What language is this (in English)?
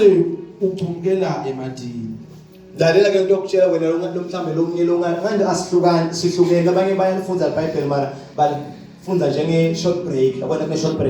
Zulu